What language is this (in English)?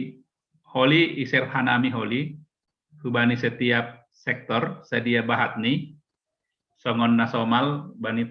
Batak Simalungun